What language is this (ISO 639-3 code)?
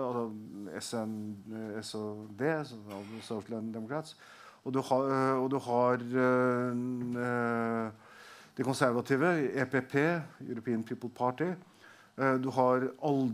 nor